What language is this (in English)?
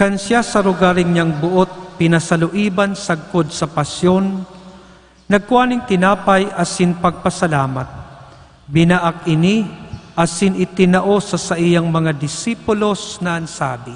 Bikol